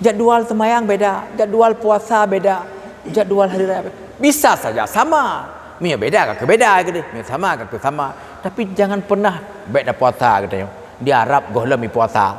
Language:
Achinese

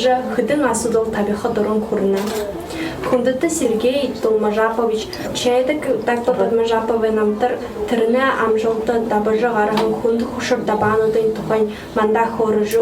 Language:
Buriat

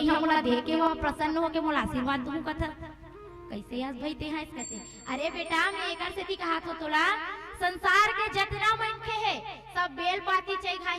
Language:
Chhattisgarhi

